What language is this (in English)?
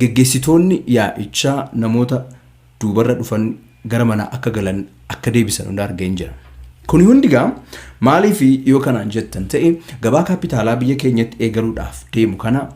Oromo